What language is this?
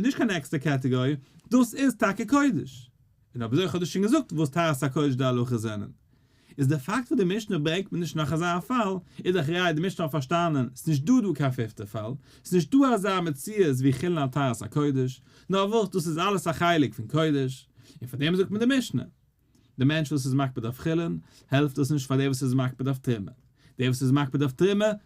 Yiddish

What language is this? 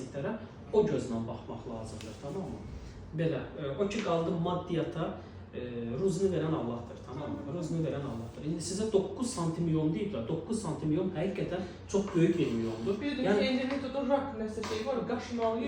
Azerbaijani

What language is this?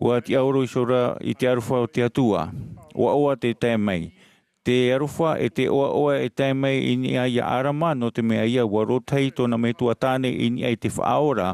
Tahitian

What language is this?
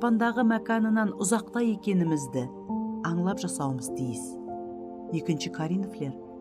Kara-Kalpak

